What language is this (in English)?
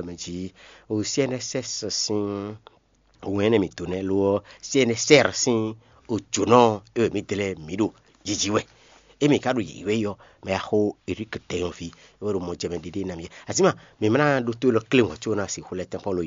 Fon